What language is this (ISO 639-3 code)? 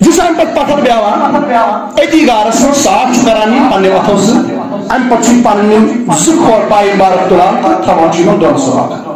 kas